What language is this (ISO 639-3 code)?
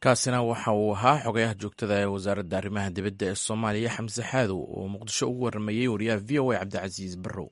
som